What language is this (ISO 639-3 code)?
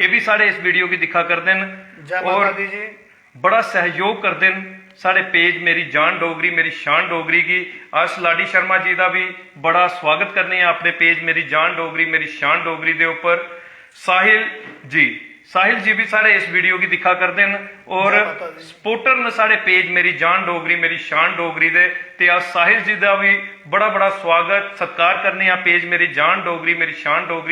doi